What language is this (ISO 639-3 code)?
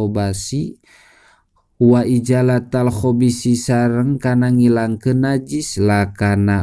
sun